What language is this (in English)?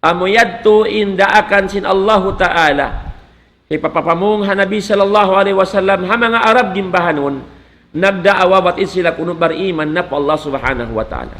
Tausug